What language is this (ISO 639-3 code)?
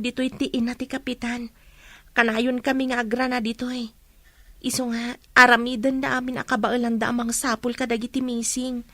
ilo